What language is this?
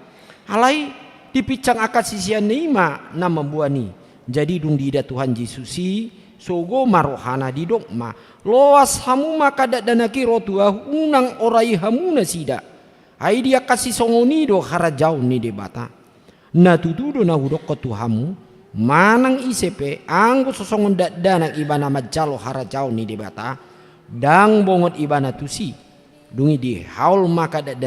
Batak Toba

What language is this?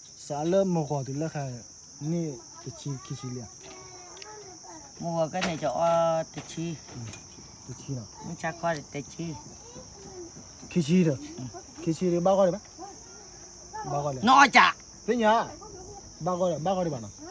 S'gaw Karen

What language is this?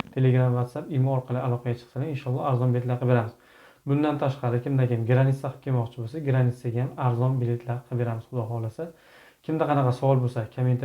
Uzbek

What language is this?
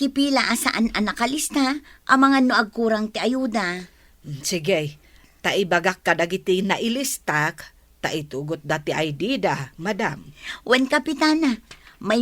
Iloko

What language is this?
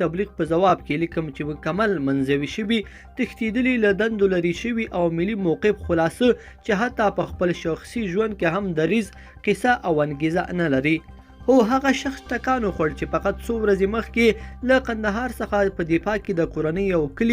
Pashto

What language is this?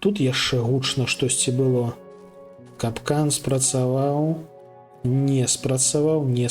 Belarusian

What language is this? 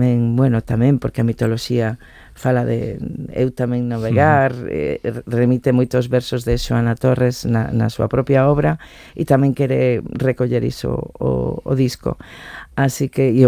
Galician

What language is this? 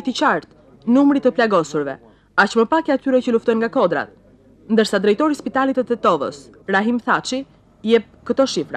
Albanian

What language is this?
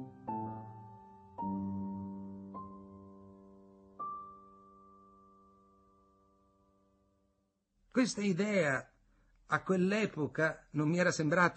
Italian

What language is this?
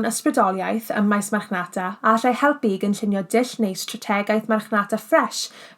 Welsh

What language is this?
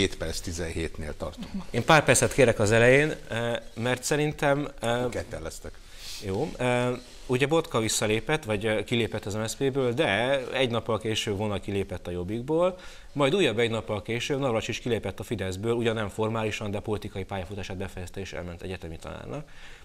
Hungarian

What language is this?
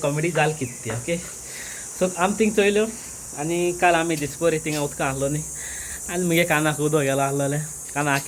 Konkani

